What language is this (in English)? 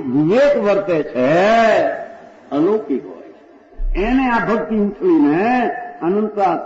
Gujarati